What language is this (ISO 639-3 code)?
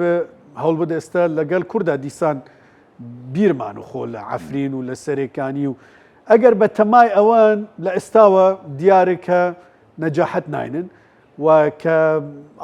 ckb